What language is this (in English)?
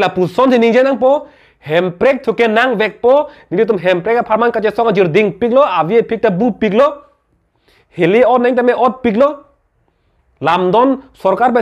Karbi